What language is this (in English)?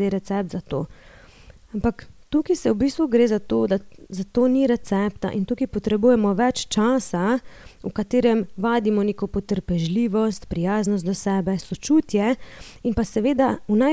Slovenian